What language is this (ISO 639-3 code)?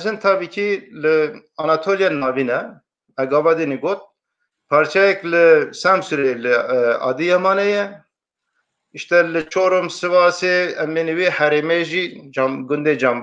kur